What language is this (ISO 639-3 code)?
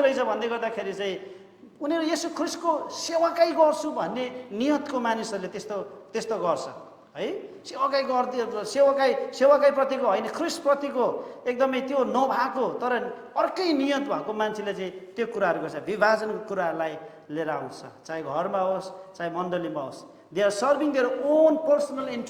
nep